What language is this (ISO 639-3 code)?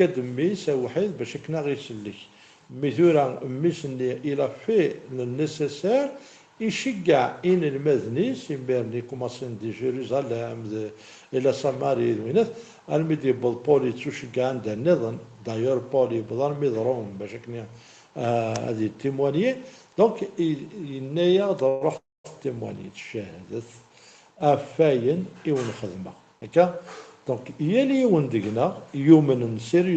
kab